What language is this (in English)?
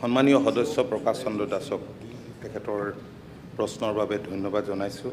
Assamese